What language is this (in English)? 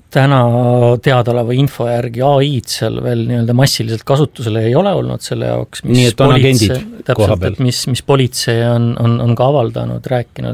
Estonian